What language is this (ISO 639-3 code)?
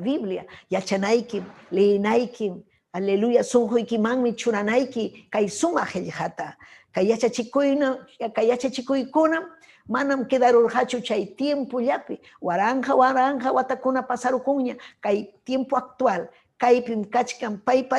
quy